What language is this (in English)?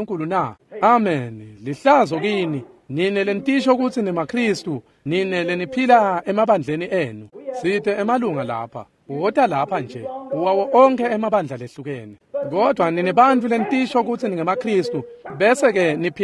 Swati